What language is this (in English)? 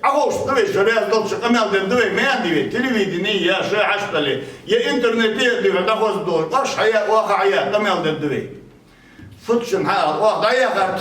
Ingush